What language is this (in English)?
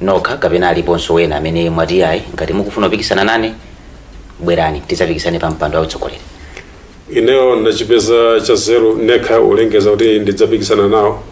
Nyanja